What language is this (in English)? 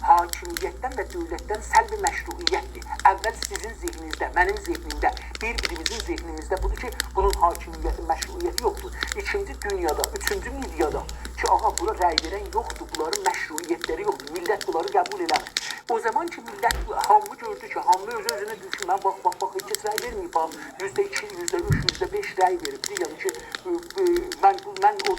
South Azerbaijani